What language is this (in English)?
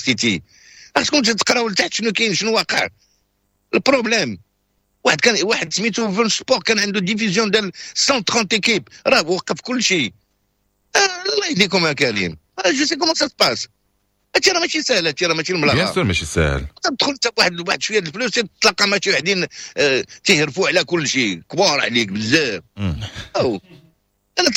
Moroccan Arabic